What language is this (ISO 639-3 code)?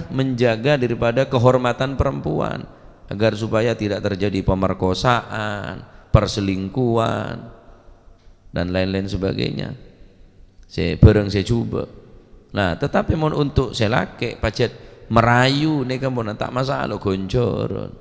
mad